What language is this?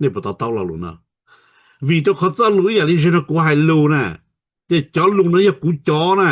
Hmong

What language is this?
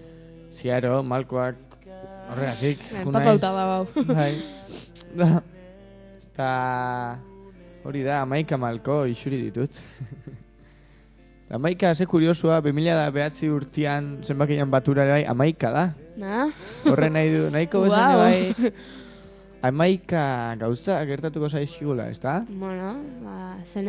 Basque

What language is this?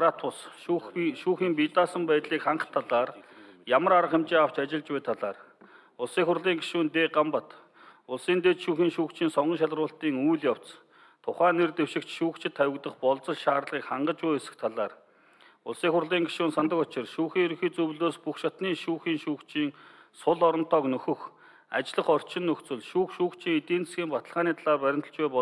Mongolian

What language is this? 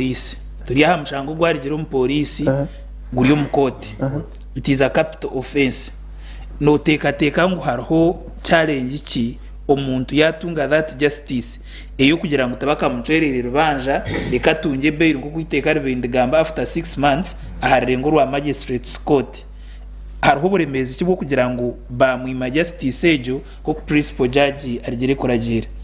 Nyankole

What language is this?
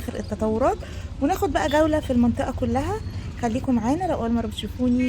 Egyptian Arabic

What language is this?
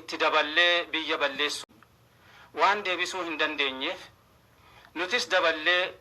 Oromo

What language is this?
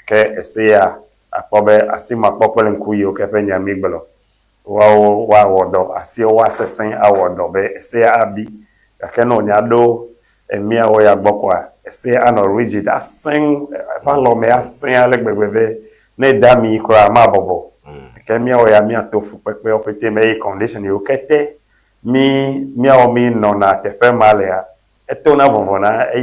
Ewe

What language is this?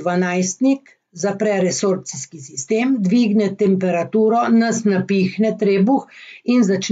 Slovenian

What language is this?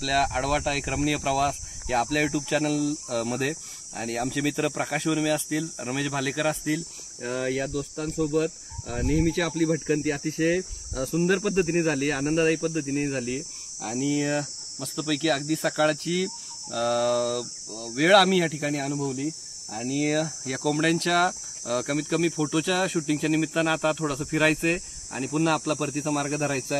Marathi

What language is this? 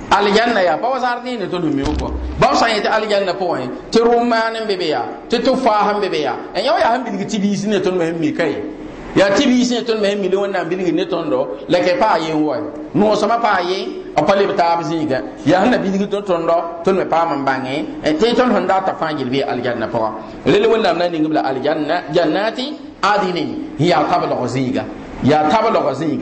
Mossi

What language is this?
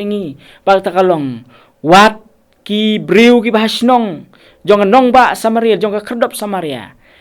Khasi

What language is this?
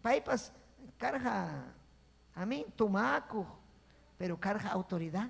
Ayacucho Quechua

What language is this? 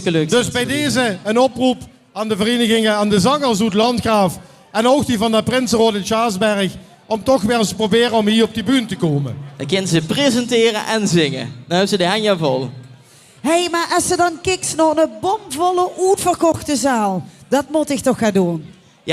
Limburgish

